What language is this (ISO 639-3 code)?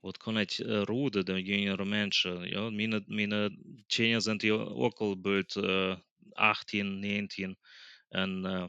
pdt